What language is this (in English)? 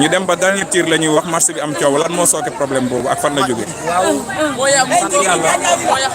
Wolof